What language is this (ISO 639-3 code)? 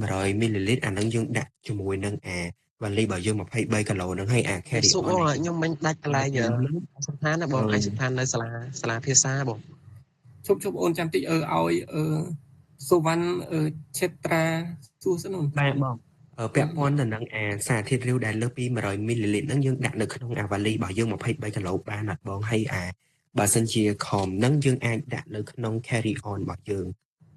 khm